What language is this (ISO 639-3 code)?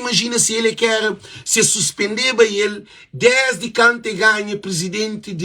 kea